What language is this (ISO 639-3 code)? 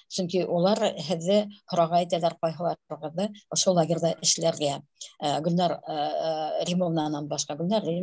bak